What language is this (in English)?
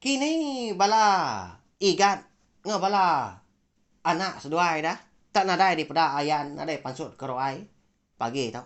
Iban